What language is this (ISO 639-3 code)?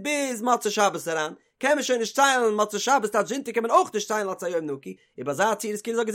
yid